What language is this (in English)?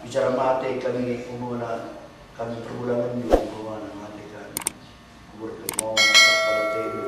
Batak Karo